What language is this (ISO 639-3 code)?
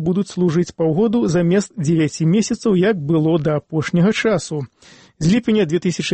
bel